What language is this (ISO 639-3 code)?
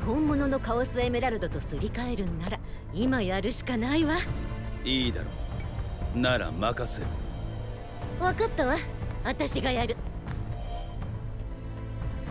jpn